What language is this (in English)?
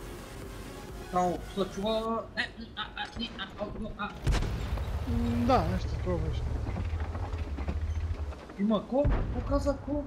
Bulgarian